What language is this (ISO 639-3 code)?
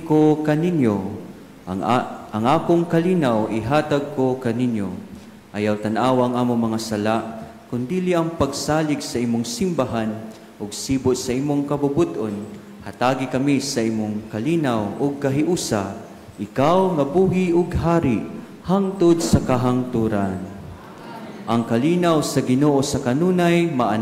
ceb